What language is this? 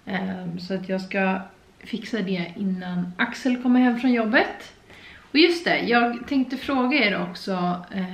Swedish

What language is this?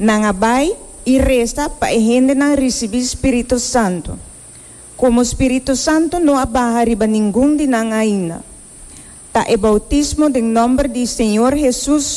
Papiamento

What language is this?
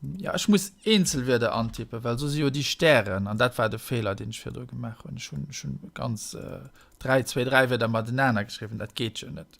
Luxembourgish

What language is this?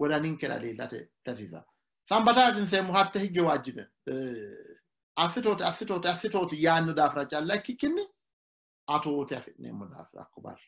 Sidamo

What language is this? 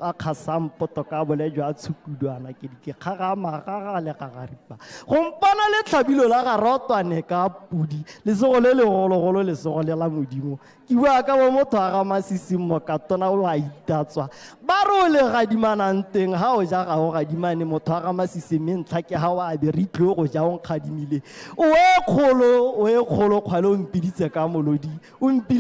Tswana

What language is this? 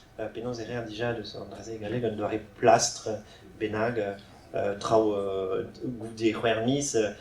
Breton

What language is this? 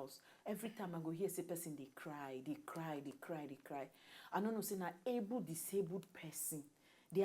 Nigerian Pidgin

